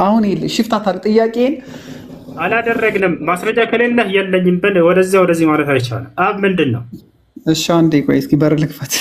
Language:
Amharic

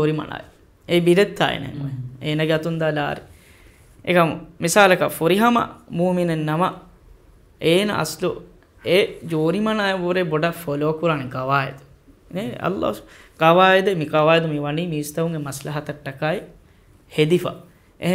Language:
Divehi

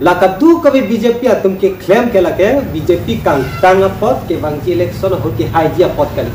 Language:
Karbi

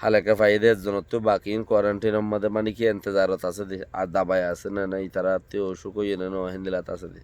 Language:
Rohingya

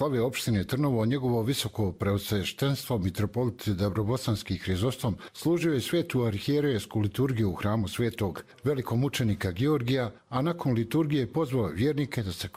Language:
Serbian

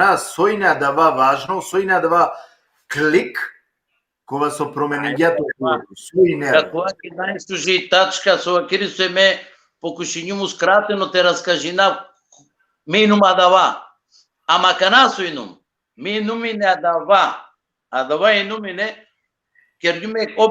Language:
Balkan Romani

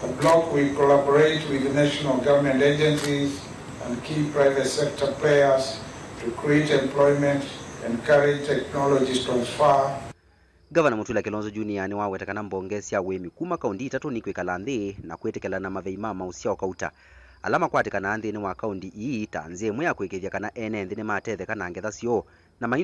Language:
Kamba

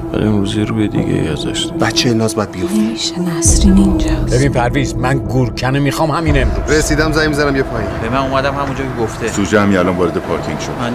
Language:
Persian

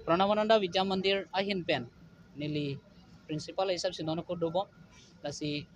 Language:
Karbi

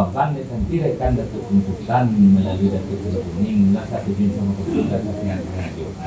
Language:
Minangkabau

